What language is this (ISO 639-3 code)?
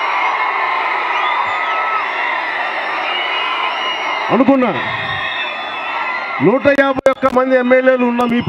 tel